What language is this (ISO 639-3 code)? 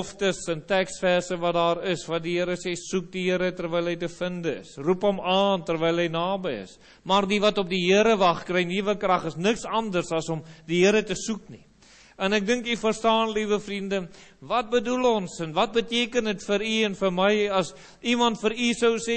afr